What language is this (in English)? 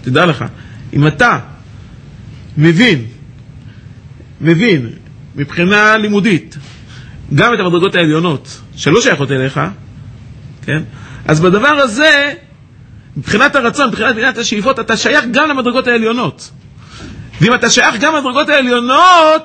Hebrew